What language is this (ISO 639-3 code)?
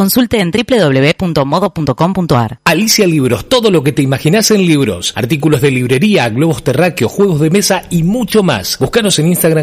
spa